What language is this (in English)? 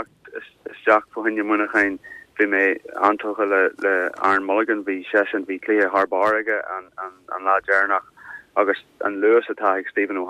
Irish